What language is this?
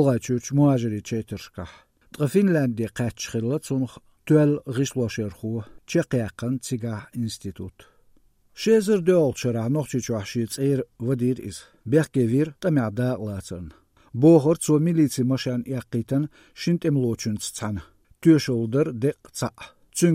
Chechen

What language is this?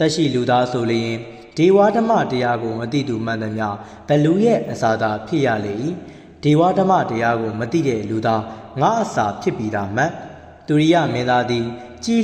Burmese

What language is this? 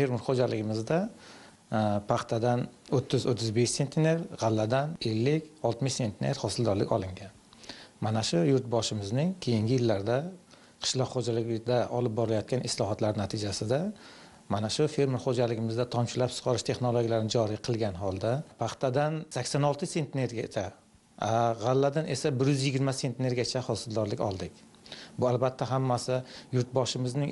Uzbek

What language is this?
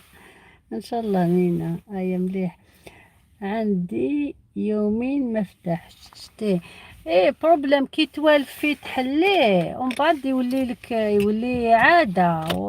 Algerian Arabic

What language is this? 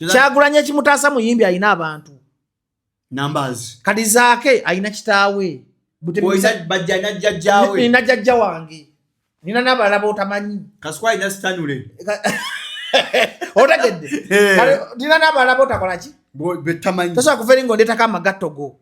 Ganda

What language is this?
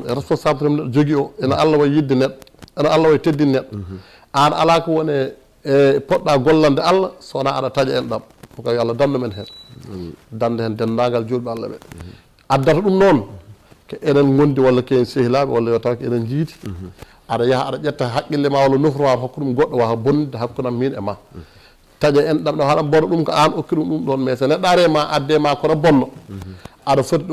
Fula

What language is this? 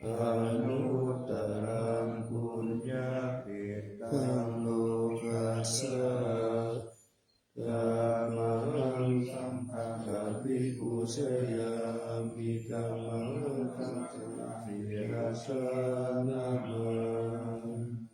Pali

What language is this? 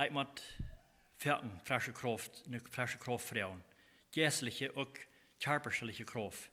Plautdietsch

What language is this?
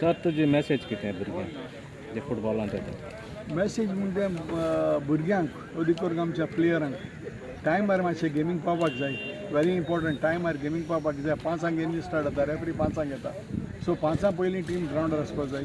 Konkani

